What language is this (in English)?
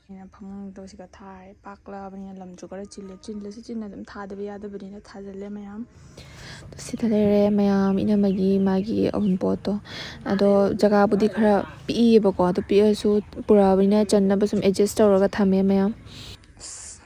Manipuri